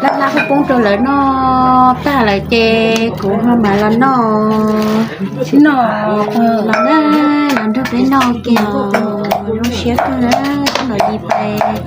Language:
Hmong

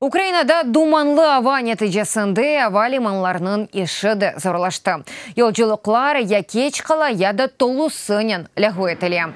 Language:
Crimean Tatar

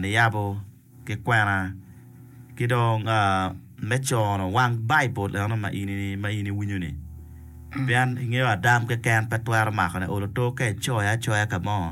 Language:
Acoli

